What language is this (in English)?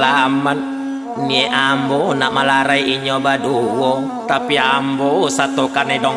Minangkabau